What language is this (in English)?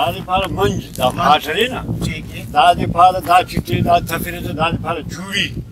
Brahui